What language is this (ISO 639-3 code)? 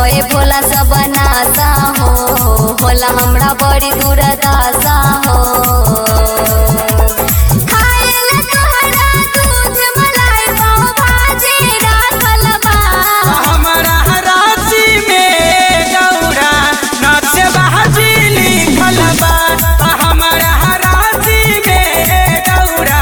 bho